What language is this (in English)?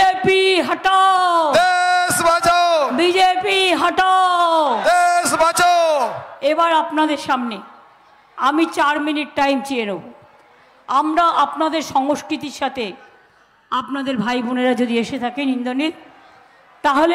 Bangla